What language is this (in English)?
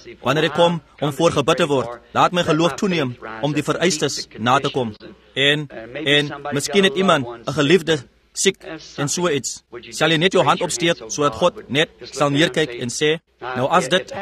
Afrikaans